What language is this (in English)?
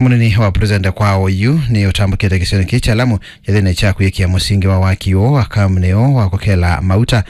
Kamba